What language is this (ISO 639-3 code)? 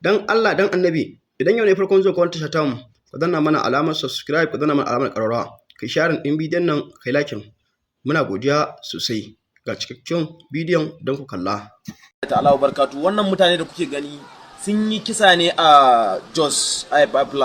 hau